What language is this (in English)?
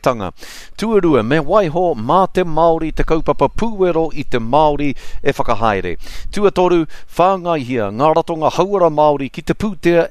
Māori